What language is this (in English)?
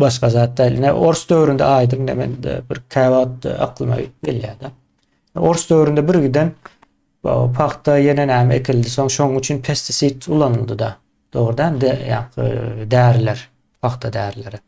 Turkmen